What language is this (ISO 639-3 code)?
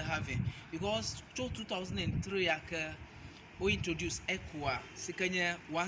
ewe